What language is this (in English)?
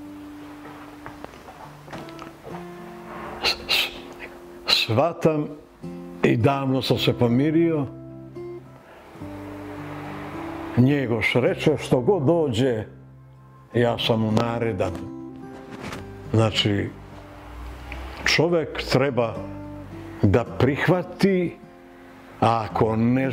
Serbian